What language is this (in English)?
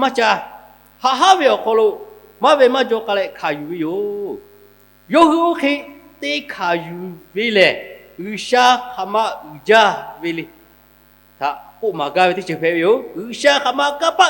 Lahu